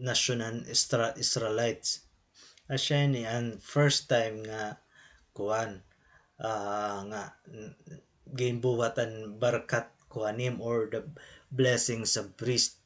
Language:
Waray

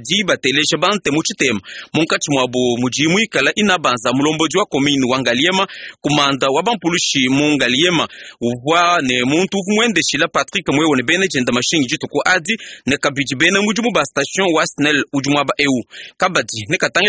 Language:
Luba-Lulua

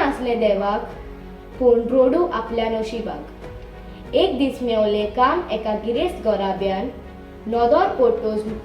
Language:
Konkani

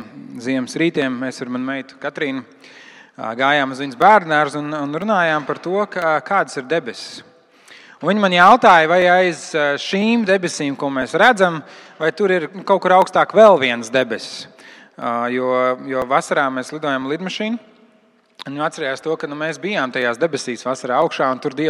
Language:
Latvian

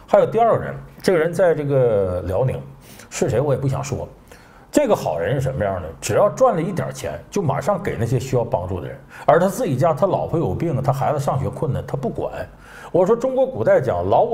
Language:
Chinese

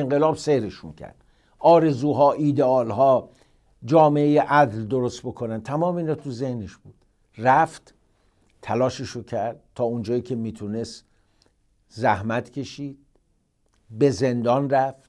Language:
Persian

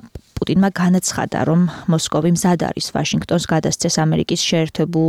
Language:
Georgian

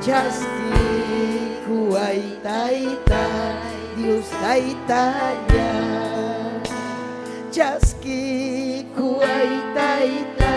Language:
Ayacucho Quechua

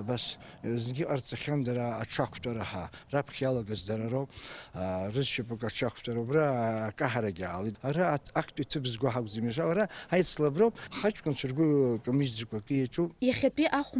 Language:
Abkhazian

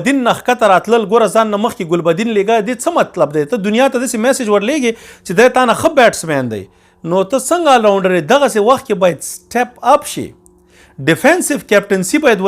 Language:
Pashto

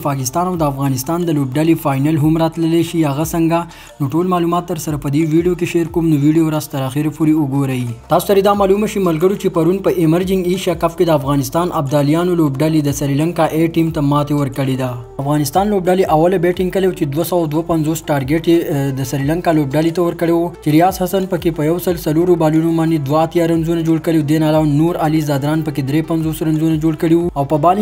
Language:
Pashto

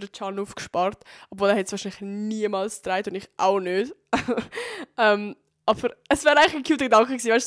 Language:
Swiss German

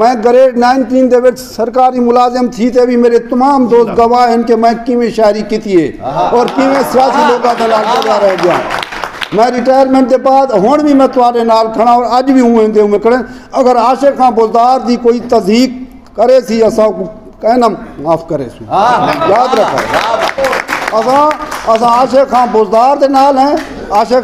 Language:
Saraiki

